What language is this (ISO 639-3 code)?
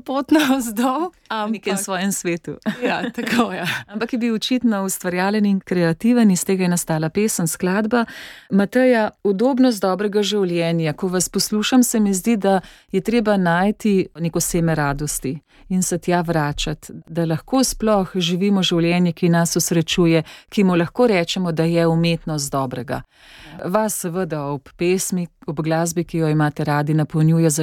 slv